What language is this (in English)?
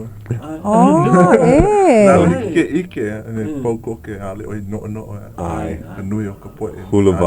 Hawaiian